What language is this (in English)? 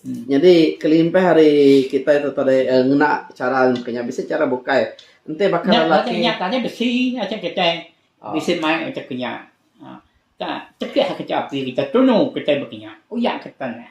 Iban